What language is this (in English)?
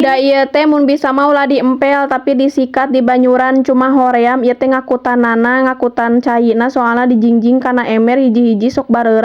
Sundanese